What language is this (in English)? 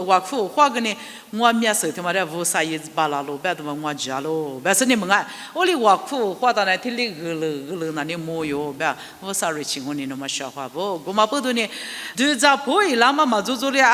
Lisu